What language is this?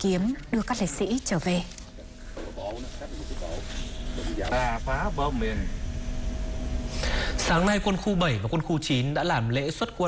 Vietnamese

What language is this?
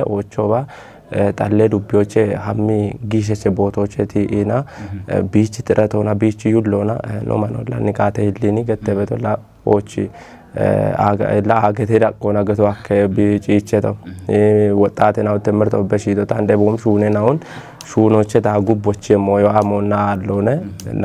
Kafa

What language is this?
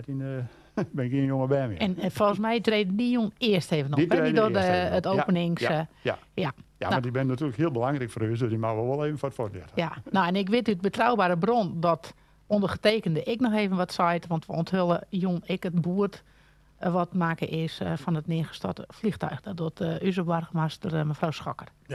Western Frisian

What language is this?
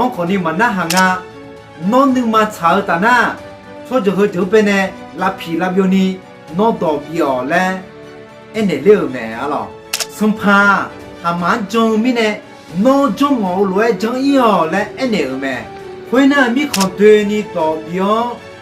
Akha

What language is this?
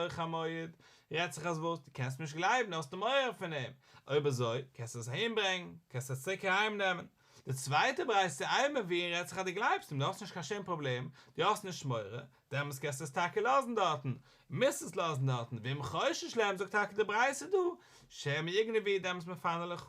Yiddish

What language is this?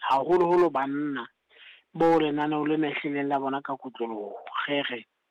Southern Sotho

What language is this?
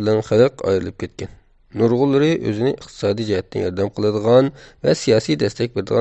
Uyghur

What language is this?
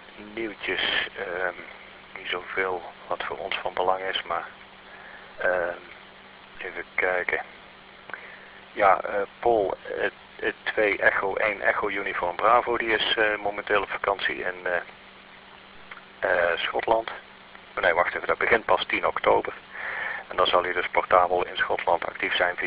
Dutch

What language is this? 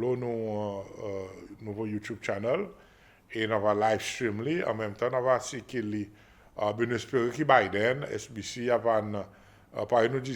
Seselwa Creole French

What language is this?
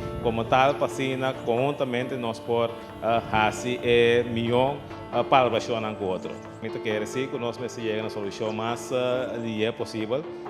Papiamento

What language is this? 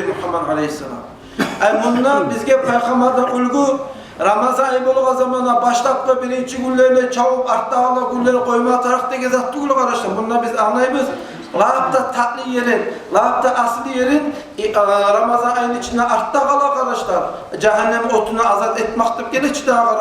Kumyk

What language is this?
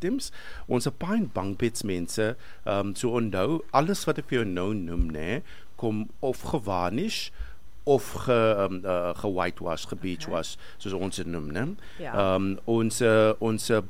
Afrikaans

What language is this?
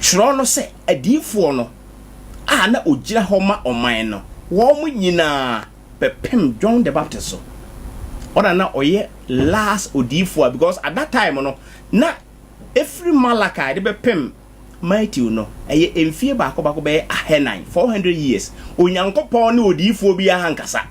Akan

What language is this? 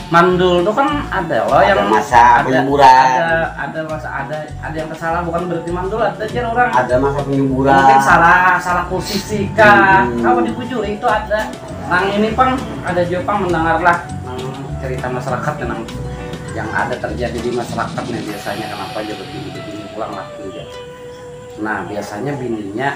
Banjar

